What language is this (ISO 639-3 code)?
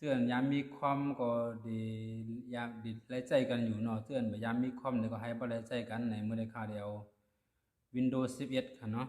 shn